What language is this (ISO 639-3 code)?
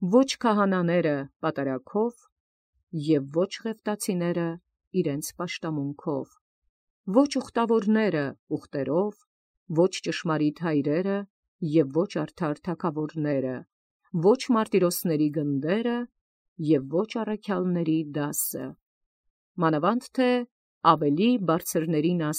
hye